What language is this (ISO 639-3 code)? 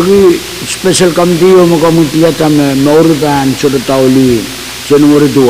pon